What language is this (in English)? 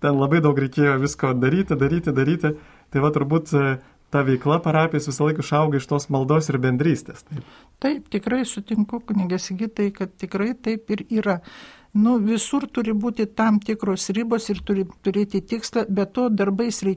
Lithuanian